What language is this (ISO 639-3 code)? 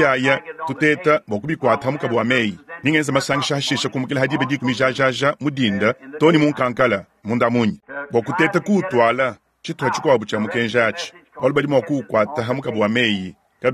lua